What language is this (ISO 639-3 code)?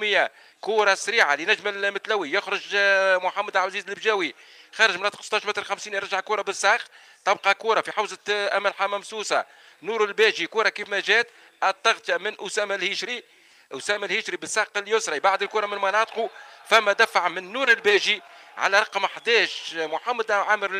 aeb